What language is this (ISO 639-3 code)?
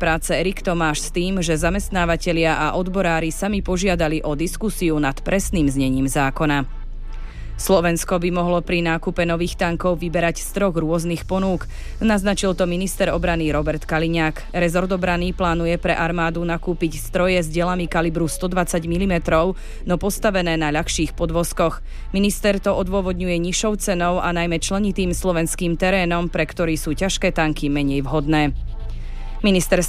slk